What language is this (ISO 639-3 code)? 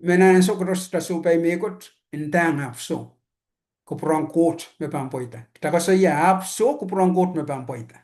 pon